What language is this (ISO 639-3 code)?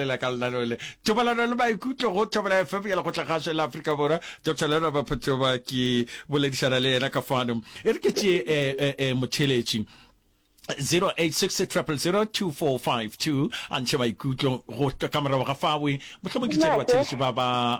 nso